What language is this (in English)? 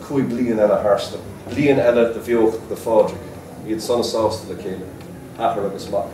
Irish